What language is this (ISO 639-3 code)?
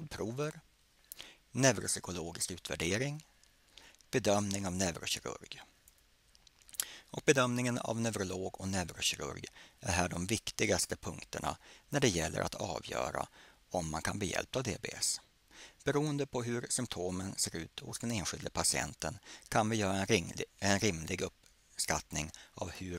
swe